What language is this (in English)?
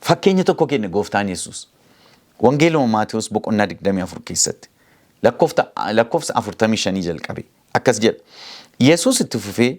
Oromo